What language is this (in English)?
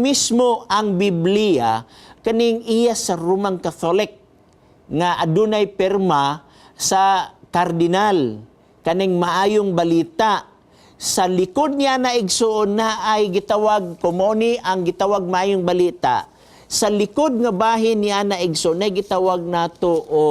Cebuano